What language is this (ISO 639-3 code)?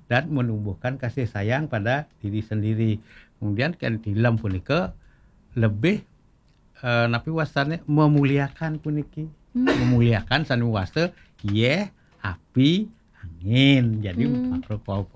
ban